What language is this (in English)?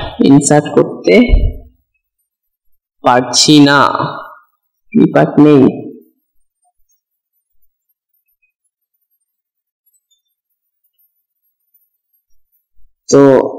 Bangla